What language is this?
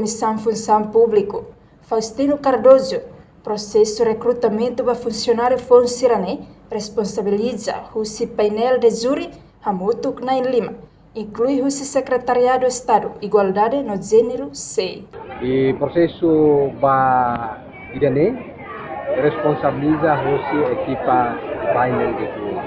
Tetum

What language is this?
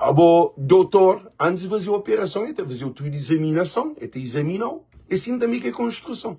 Kabuverdianu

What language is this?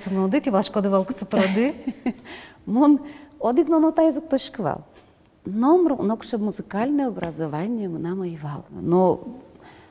Udmurt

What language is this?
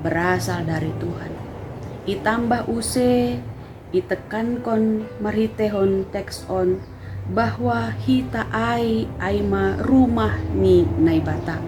Batak Simalungun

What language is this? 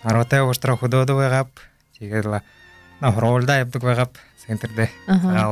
Buriat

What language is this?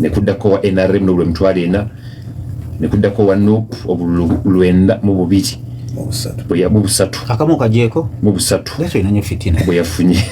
Ganda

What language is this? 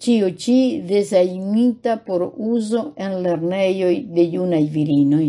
Esperanto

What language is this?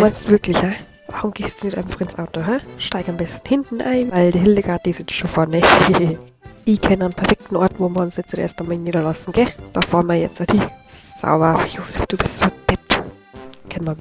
Bavarian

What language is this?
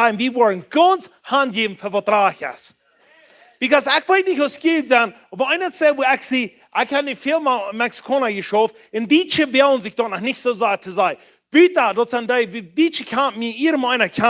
Plautdietsch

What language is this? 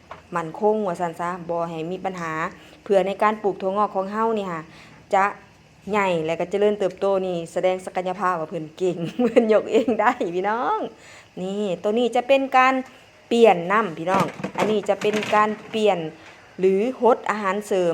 Northeastern Thai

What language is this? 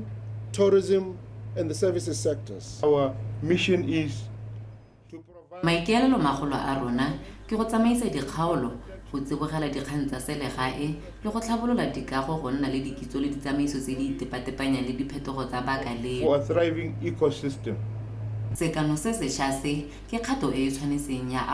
Tswana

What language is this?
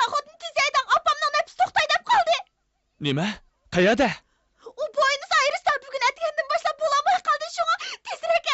Uyghur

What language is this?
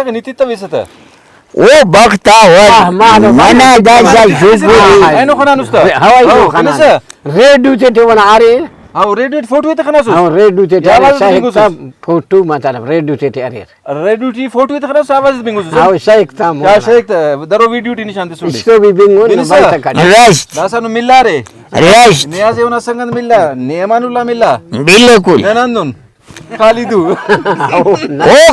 Brahui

